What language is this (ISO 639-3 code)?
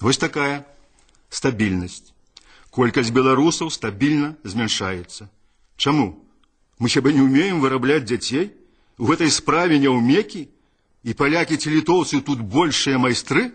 bel